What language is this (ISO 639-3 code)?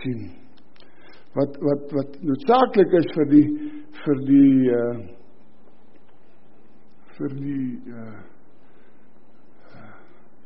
afr